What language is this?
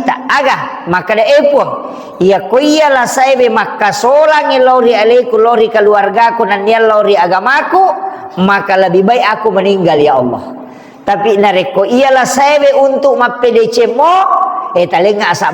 Buginese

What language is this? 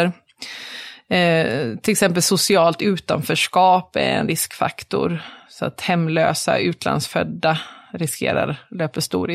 Swedish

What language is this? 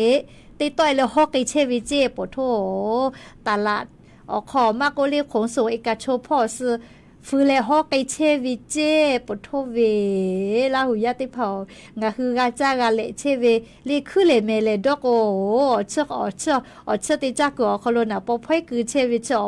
Lahu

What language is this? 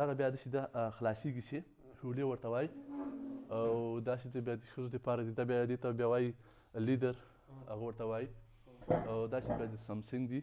Pashto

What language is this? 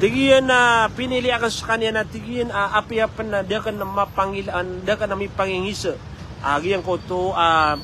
Maranao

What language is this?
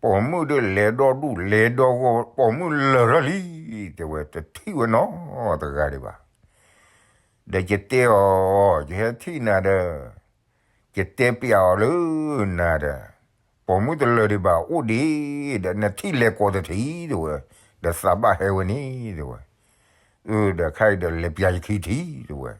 S'gaw Karen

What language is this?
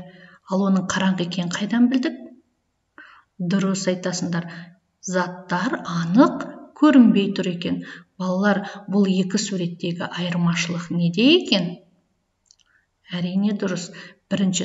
Kazakh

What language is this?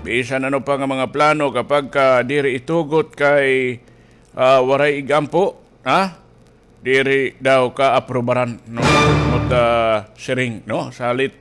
Waray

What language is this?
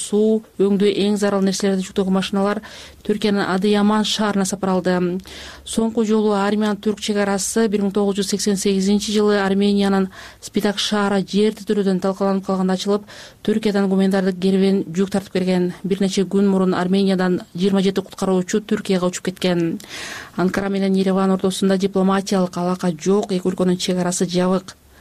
Kyrgyz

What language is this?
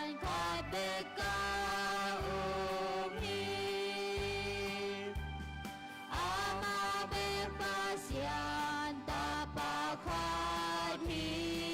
Tedim Chin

